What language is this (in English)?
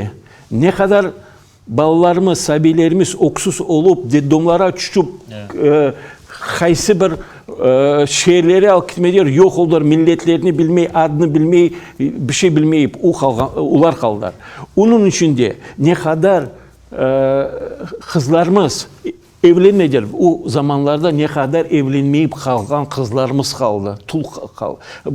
Crimean Tatar